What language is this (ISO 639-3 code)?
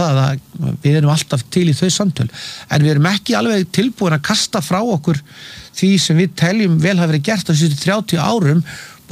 isl